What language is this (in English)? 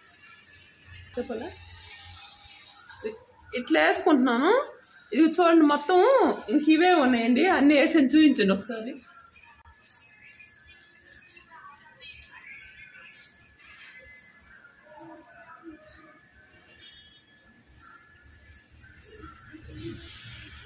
Telugu